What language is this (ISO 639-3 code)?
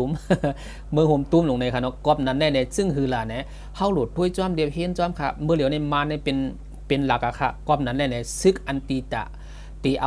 shn